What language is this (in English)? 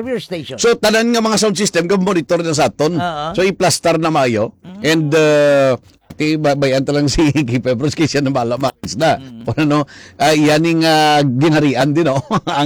Hiligaynon